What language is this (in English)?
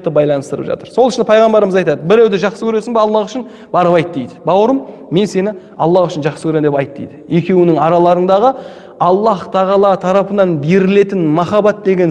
Kazakh